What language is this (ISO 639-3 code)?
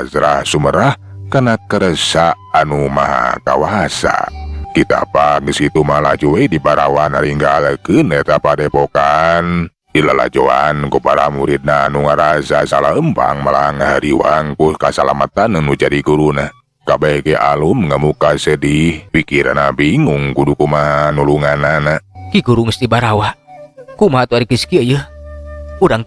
sun